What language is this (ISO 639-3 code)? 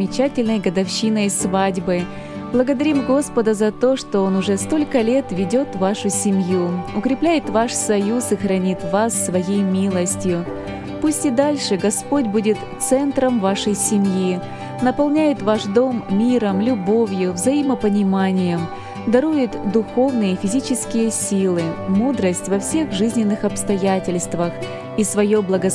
rus